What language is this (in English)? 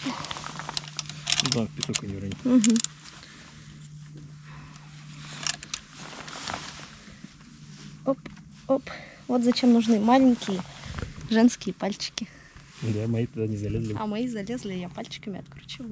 Russian